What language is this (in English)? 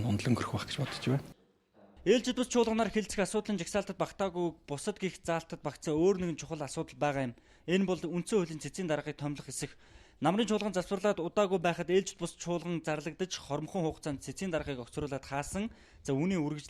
Mongolian